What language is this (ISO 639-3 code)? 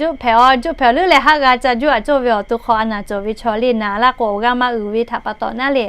lhu